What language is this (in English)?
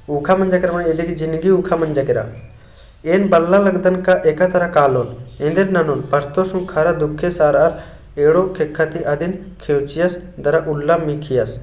Kurukh